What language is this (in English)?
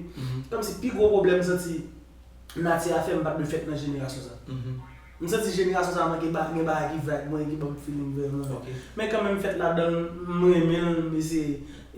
Haitian Creole